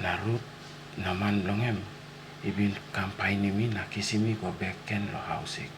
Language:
Tok Pisin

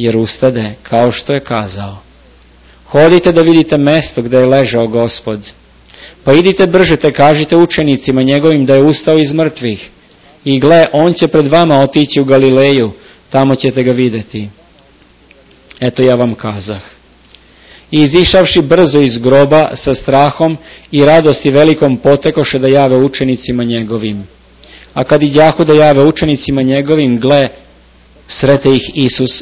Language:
Serbian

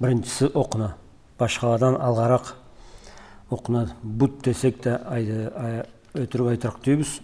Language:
Karachay-Balkar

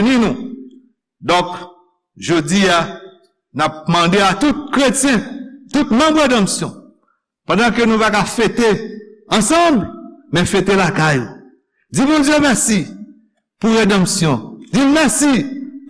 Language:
Haitian Creole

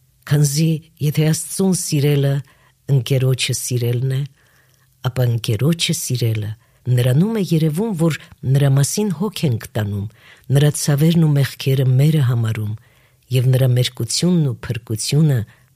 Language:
Armenian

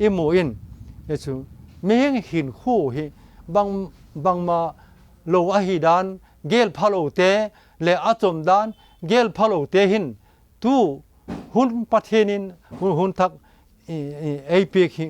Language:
Vaiphei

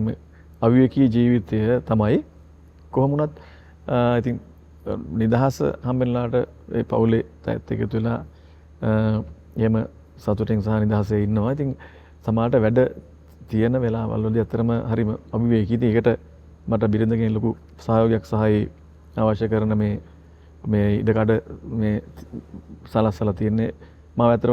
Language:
Sinhala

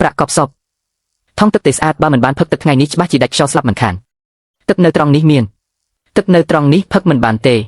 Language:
Khmer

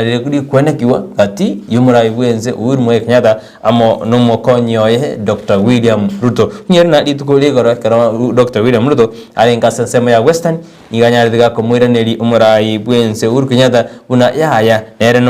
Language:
Gusii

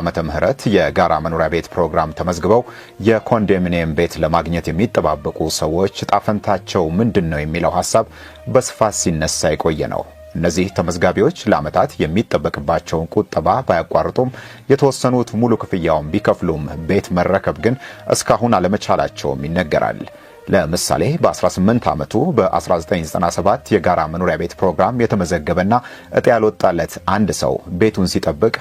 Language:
Amharic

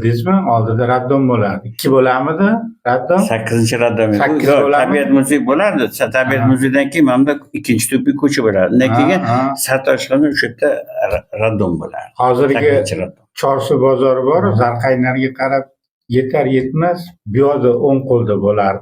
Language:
Uzbek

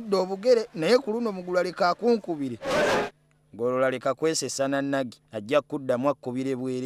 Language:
Ganda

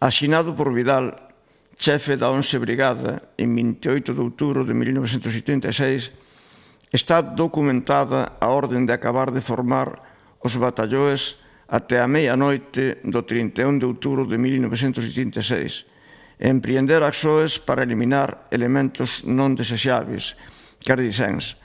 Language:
Galician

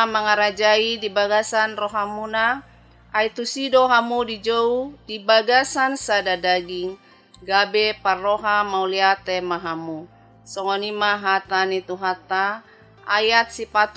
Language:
Batak Toba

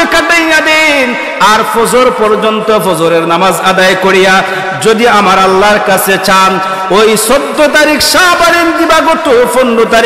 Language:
Sylheti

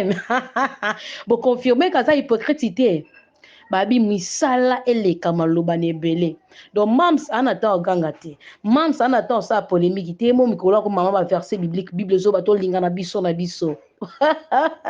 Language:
Lingala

